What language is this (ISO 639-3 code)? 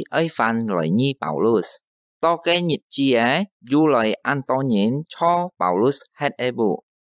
hak